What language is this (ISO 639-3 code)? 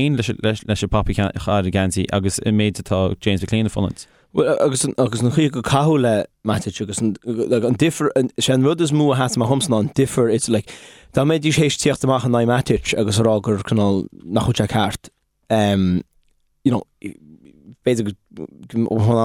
gle